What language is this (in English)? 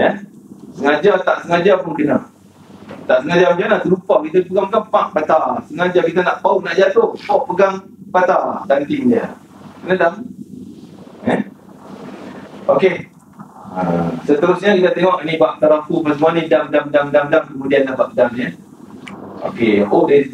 Malay